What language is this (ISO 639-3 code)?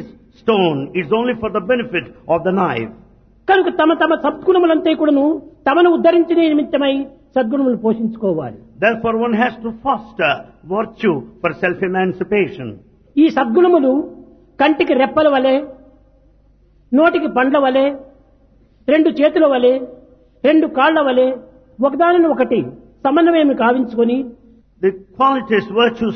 tel